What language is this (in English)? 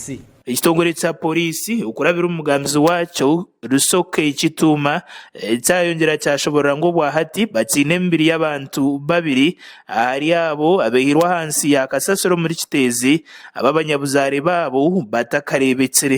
Nyankole